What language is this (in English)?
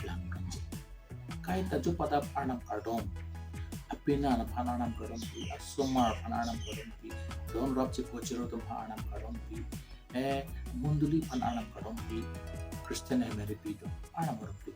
Karbi